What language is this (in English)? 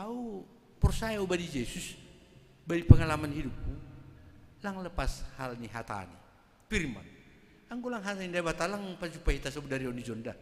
Batak Simalungun